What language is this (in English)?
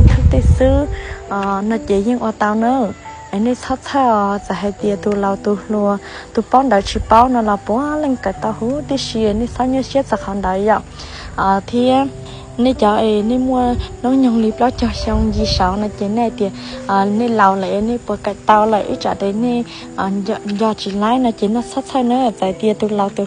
Hmong